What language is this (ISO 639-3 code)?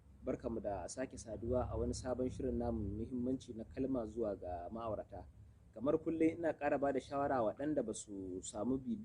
hau